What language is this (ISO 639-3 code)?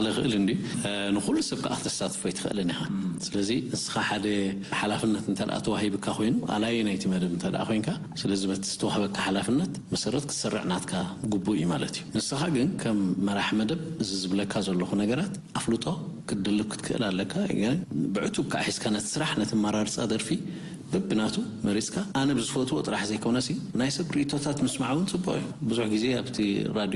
tir